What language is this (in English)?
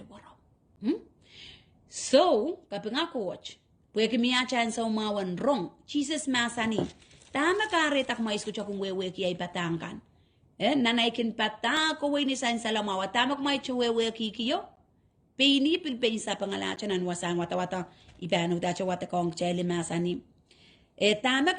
Pohnpeian